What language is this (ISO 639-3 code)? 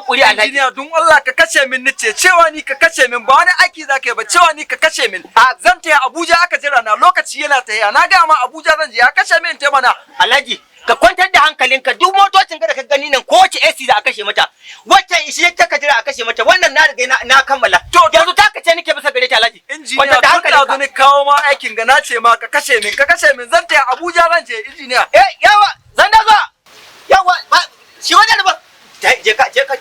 hau